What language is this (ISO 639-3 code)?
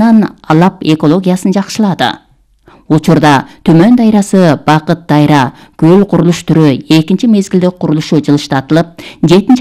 kir